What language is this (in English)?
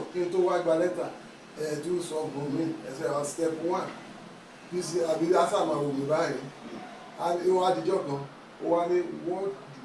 Yoruba